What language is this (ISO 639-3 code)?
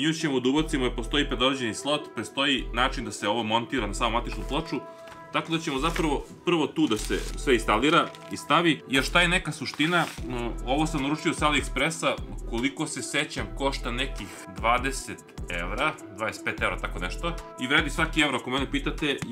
srp